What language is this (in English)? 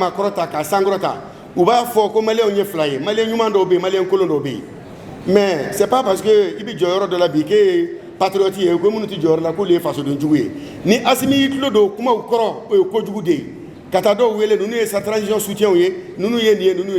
Bambara